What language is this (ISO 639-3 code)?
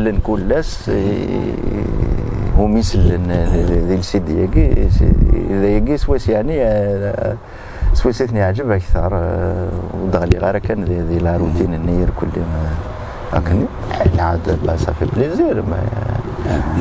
kab